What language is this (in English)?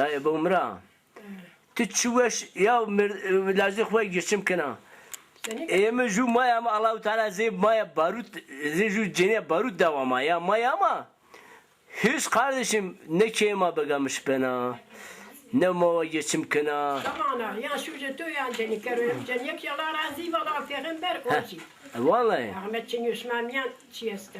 Zaza